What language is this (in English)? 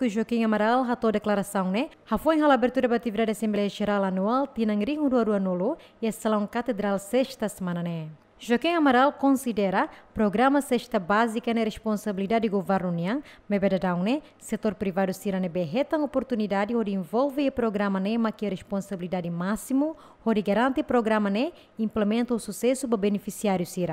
Tetum